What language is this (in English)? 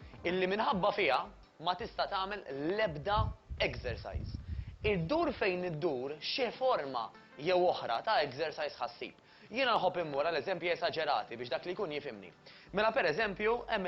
Maltese